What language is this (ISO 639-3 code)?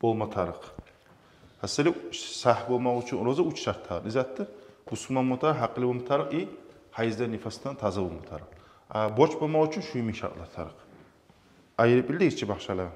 kum